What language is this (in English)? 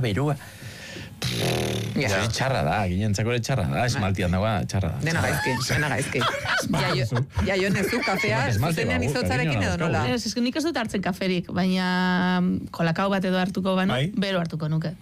Basque